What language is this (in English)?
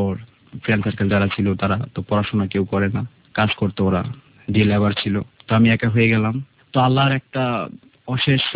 Bangla